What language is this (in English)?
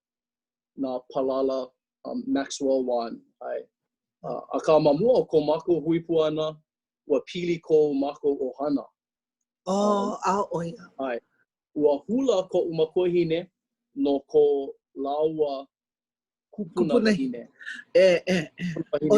Hawaiian